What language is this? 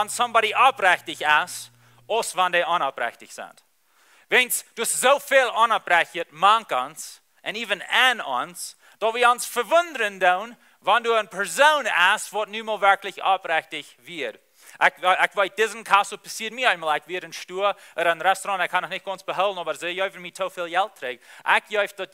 Plautdietsch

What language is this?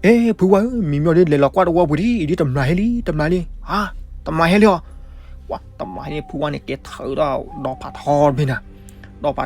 S'gaw Karen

